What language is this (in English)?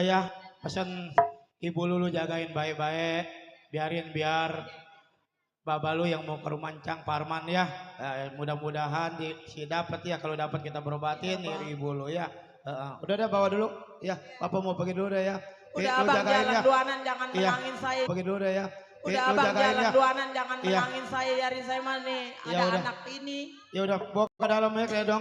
Betawi